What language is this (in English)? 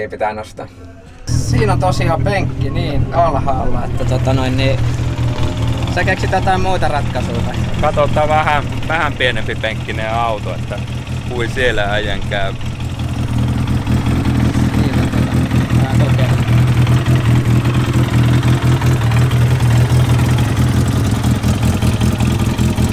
Finnish